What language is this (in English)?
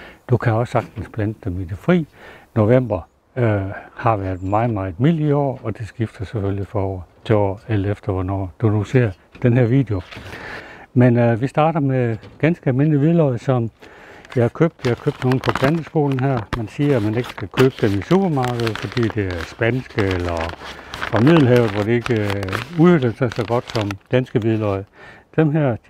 Danish